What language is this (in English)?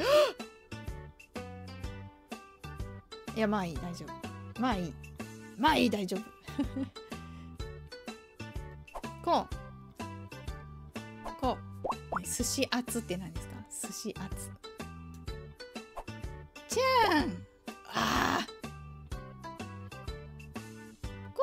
Japanese